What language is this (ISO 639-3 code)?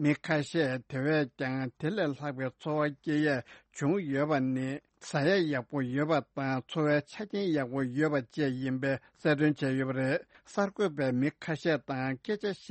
bod